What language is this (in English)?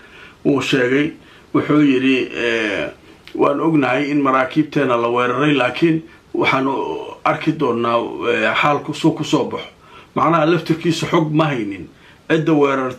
Somali